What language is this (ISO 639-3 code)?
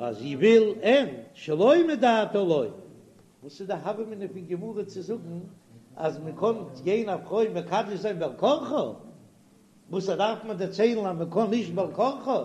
yid